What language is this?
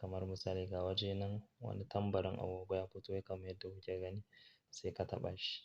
Hausa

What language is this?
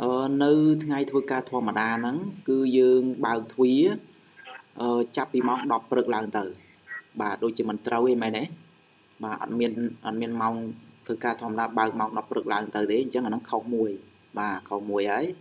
Khmer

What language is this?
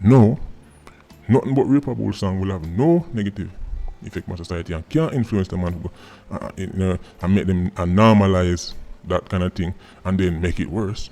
Jamaican Creole English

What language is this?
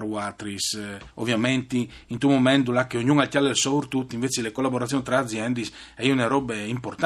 Friulian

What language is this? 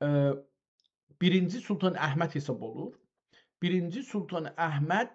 South Azerbaijani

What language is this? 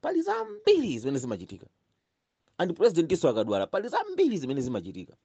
Nyanja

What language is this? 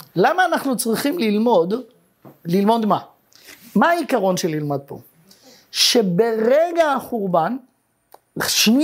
Hebrew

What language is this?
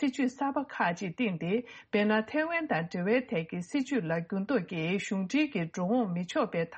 Tibetan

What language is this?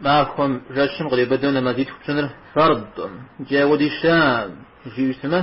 Kabardian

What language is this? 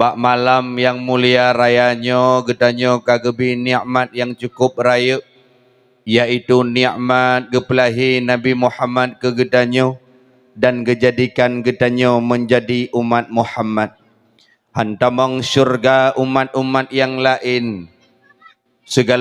Achinese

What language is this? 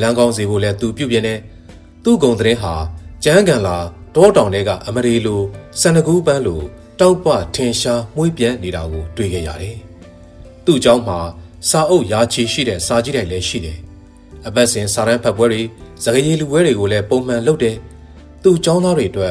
Burmese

